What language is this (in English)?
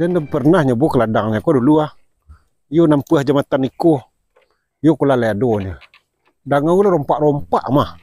Minangkabau